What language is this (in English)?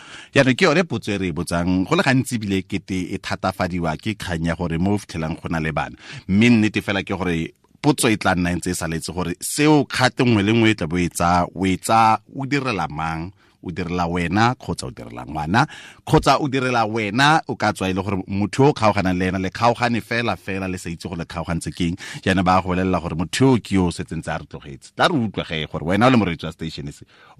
Tswana